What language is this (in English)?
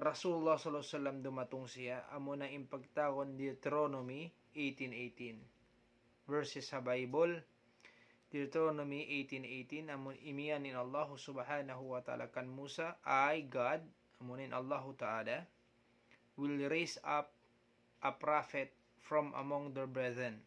Tausug